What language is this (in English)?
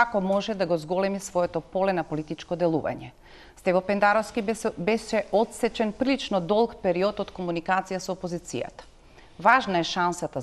Macedonian